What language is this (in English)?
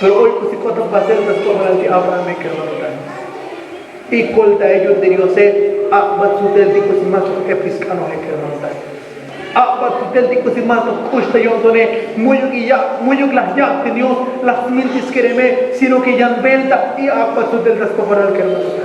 Tzotzil